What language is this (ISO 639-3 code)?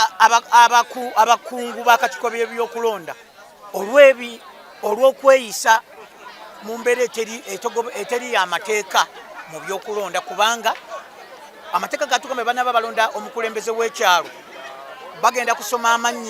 lug